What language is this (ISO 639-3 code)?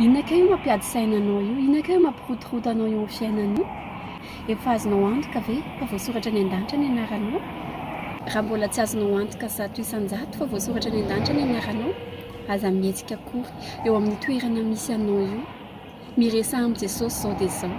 mlg